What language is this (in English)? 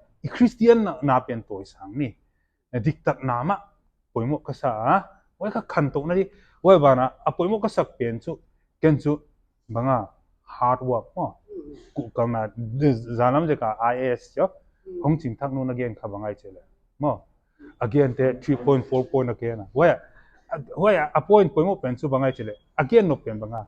Paite Chin